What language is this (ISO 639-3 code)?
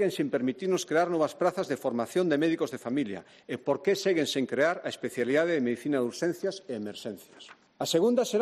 glg